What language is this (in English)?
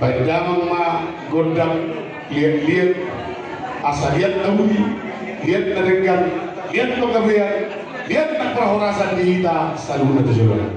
Batak Toba